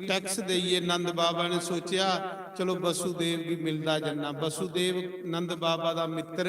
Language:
Dogri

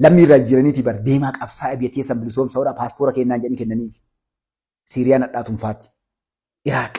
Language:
Oromo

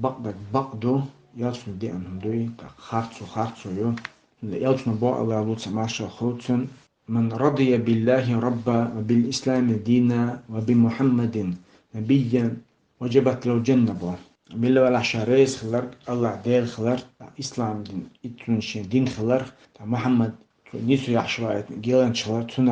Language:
Chechen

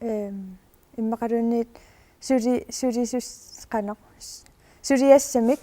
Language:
Kalaallisut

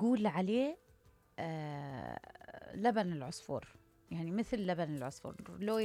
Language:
Mesopotamian Arabic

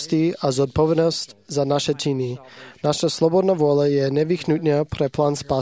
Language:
Slovak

